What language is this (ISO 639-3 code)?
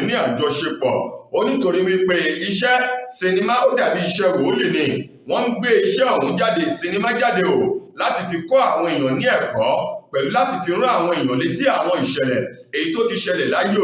yor